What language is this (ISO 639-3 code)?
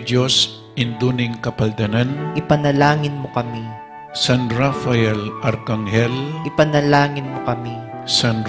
pam